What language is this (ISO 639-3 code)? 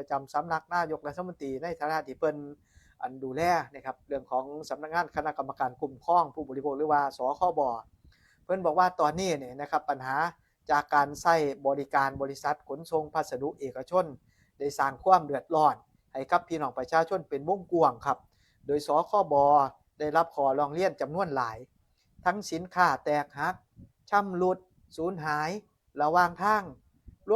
tts